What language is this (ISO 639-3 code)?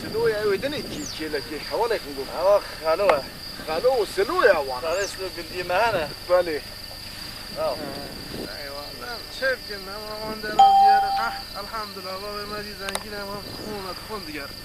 kur